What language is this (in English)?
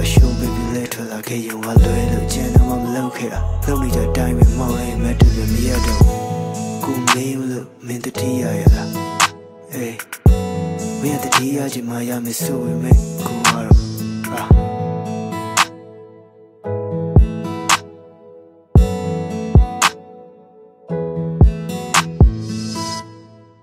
Burmese